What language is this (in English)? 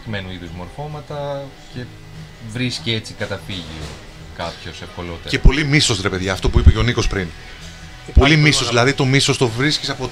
Greek